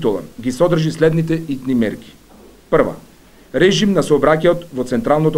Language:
Macedonian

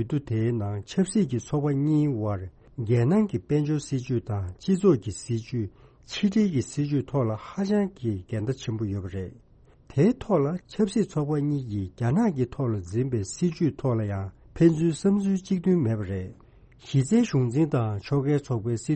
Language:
Tibetan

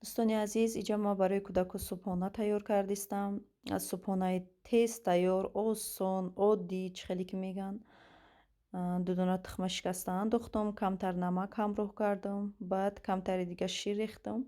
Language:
Tajik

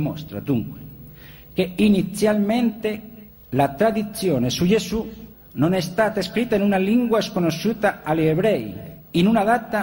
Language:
Italian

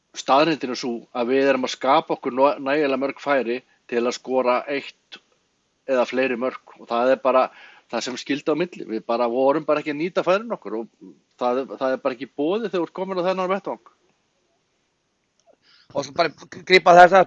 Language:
Icelandic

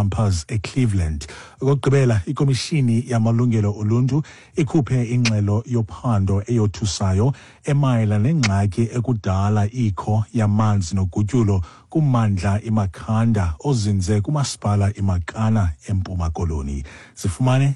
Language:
Xhosa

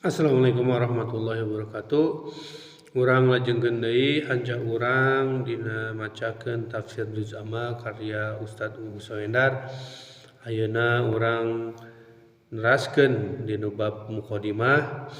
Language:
Sundanese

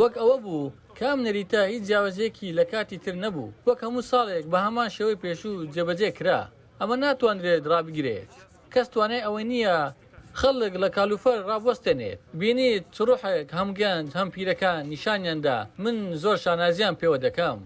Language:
Central Kurdish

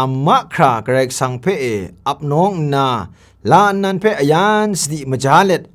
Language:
Kachin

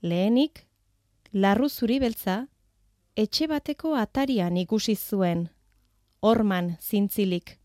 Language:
Basque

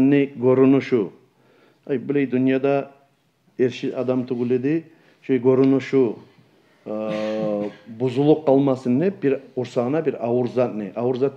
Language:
Kumyk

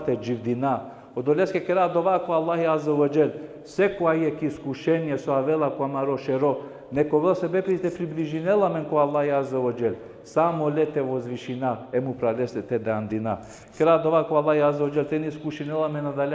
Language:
Balkan Romani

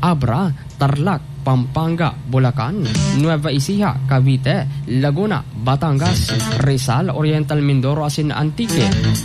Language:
Bikol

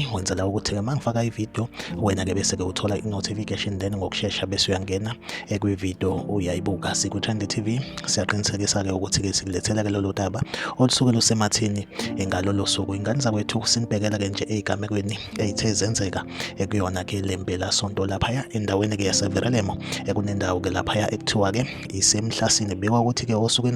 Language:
Zulu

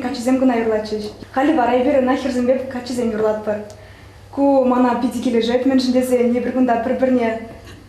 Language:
Chuvash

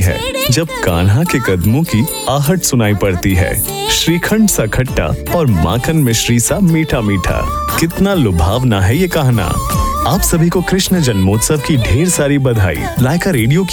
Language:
Hindi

